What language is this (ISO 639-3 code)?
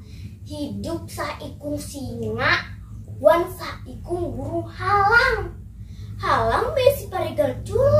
bjn